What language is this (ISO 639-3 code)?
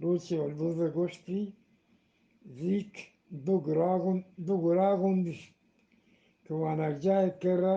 bgp